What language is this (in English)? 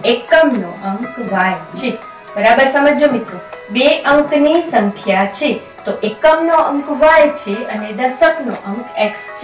Gujarati